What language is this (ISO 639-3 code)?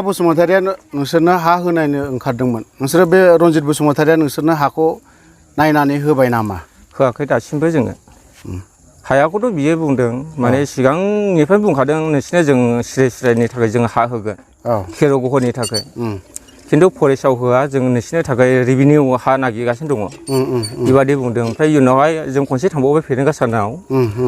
brx